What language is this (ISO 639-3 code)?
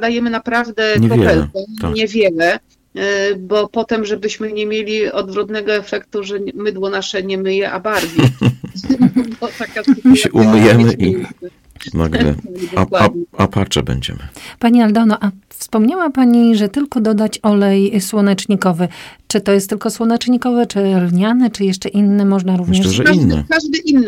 pol